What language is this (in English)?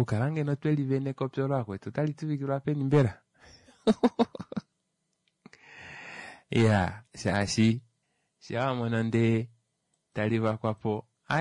Kuanyama